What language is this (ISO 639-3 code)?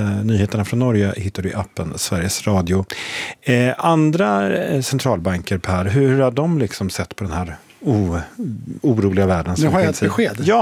swe